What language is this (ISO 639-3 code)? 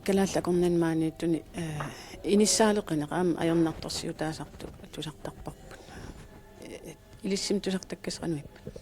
kal